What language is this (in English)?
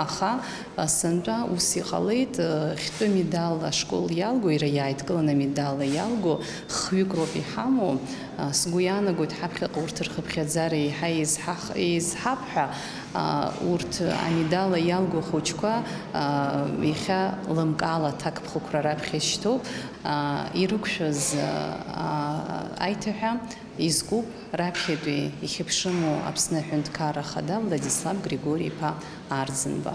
Abkhazian